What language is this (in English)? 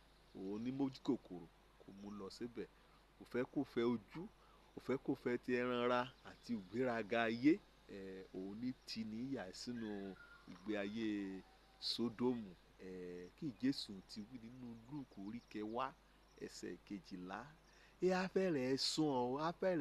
Yoruba